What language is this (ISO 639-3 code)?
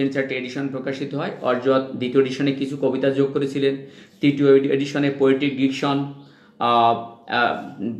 ben